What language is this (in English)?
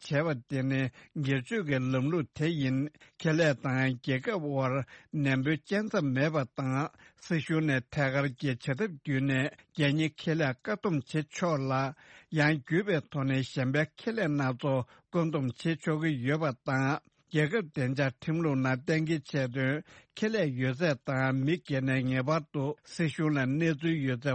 Tibetan